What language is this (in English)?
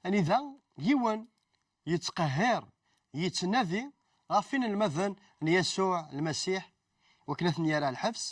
Kabyle